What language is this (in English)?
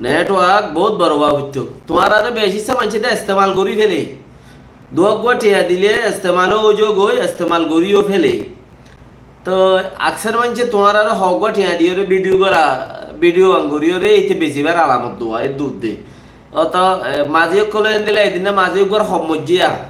Rohingya